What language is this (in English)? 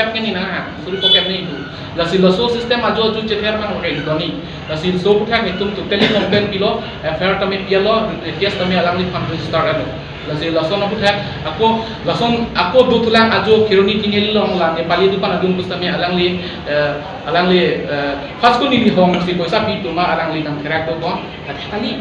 Karbi